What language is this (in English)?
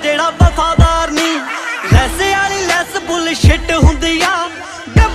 Punjabi